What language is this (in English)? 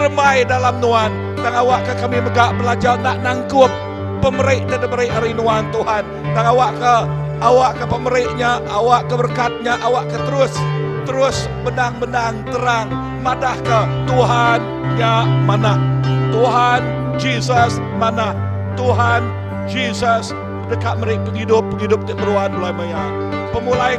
Iban